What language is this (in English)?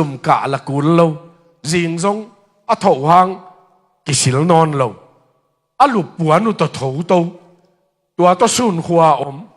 Tedim Chin